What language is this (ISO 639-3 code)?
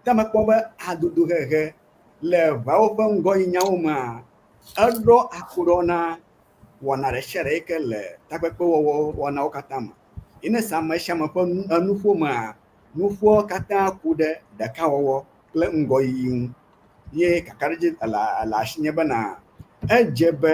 ewe